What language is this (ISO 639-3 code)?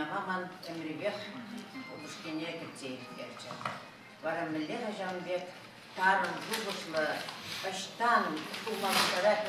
chv